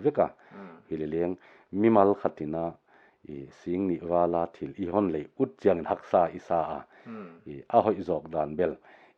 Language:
Paite Chin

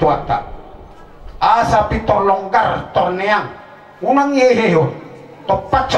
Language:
Batak Toba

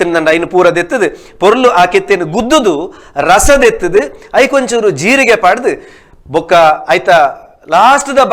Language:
Tulu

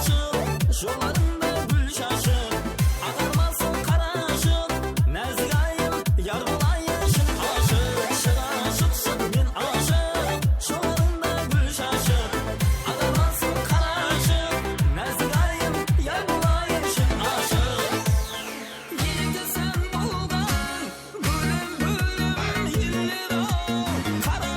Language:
Kara-Kalpak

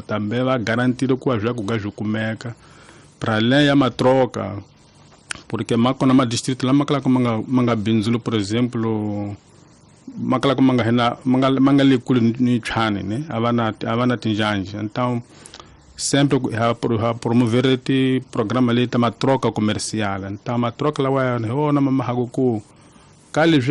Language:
Tsonga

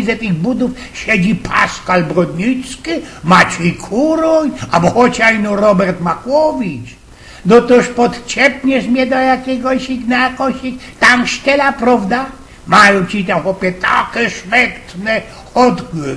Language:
Silesian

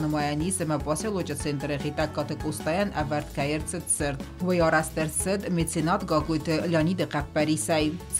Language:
Ossetic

